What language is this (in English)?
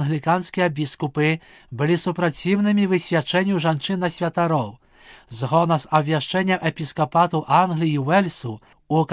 Belarusian